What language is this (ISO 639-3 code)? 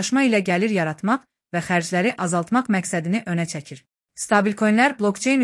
aze